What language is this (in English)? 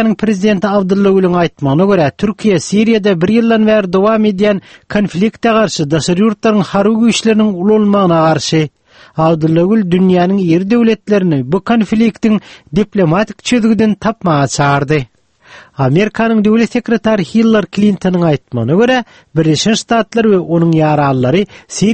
Turkmen